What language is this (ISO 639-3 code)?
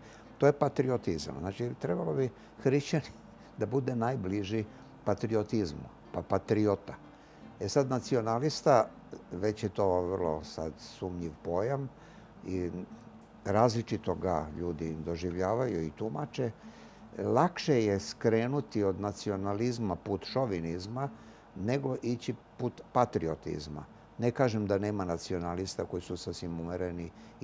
srp